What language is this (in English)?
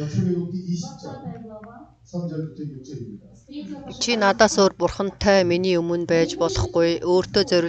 Mongolian